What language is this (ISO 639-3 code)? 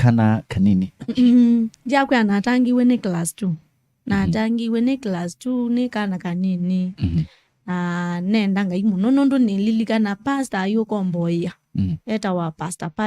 kam